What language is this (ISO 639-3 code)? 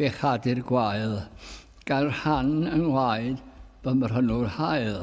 cym